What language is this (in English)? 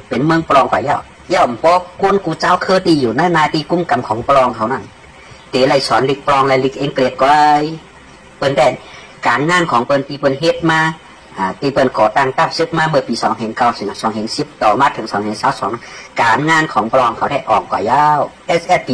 Shan